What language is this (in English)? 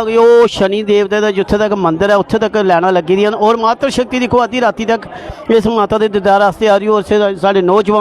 Dogri